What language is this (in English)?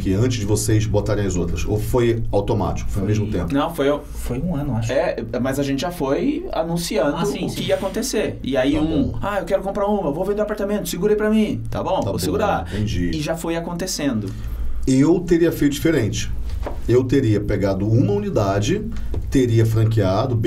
Portuguese